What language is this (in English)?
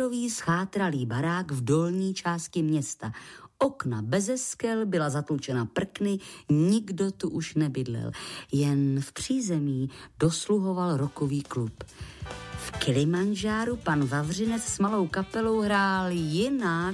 Czech